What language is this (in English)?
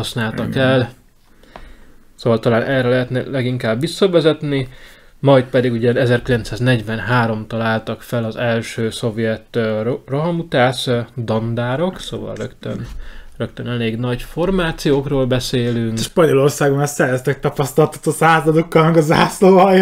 Hungarian